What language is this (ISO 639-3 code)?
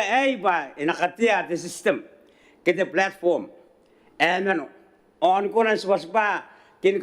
gil